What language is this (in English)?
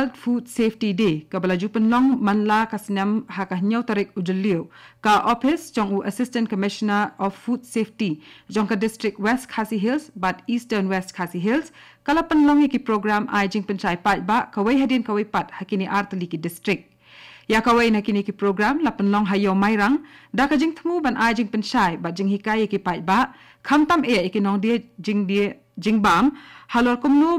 Khasi